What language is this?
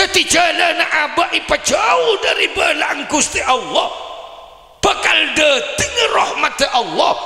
Madurese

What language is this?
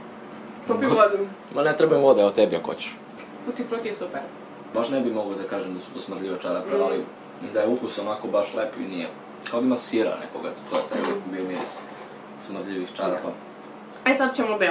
Serbian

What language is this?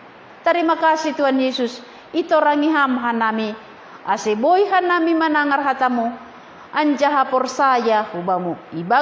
Batak Simalungun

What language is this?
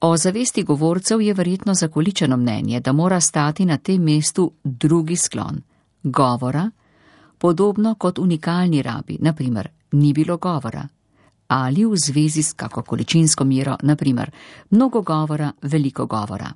Slovenian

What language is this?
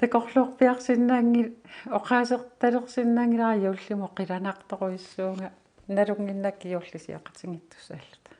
Kalaallisut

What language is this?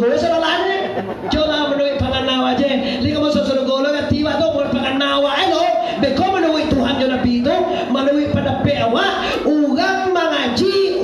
Minangkabau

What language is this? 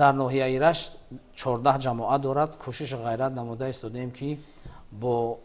Tajik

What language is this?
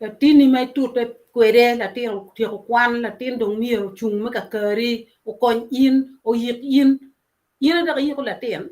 Acoli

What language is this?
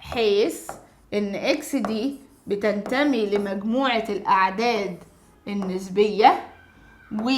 Egyptian Arabic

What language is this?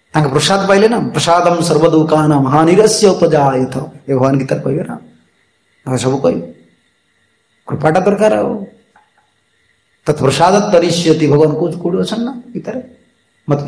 Odia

